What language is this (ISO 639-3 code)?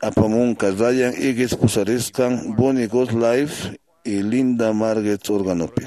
que